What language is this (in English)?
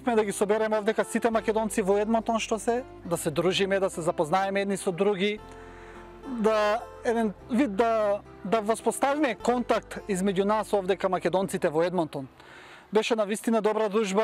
Macedonian